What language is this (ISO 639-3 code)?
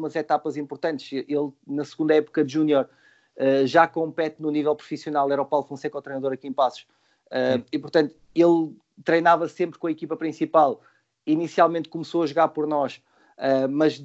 por